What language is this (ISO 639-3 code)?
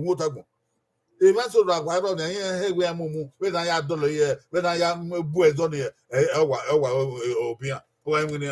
bin